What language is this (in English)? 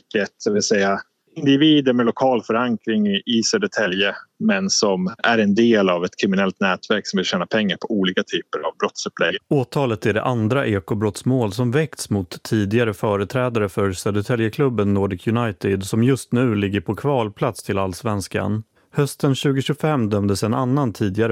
Swedish